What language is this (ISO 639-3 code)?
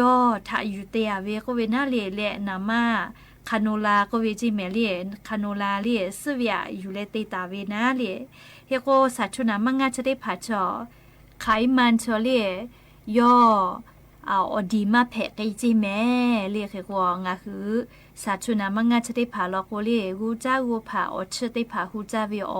lhu